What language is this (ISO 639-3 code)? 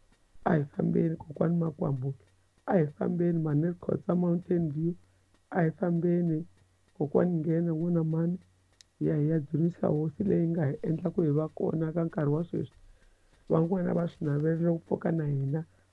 tso